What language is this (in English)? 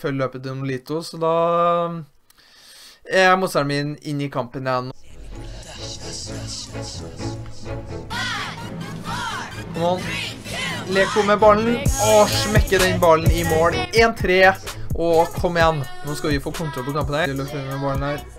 Norwegian